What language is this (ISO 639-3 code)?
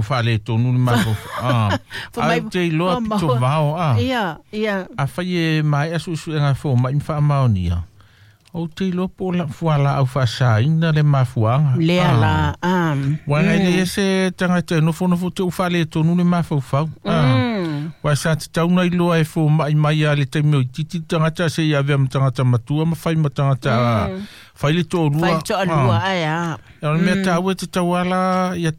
smo